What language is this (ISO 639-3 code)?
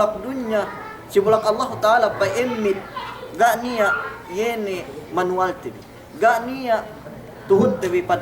yka